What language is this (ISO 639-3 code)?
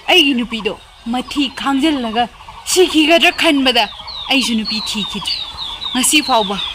mni